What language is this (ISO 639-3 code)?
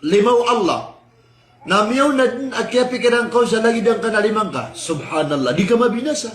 mrw